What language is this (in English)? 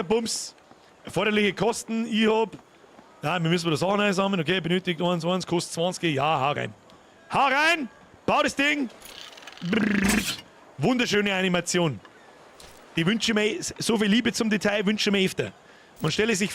Bavarian